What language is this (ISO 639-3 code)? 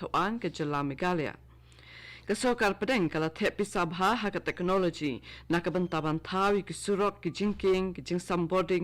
kha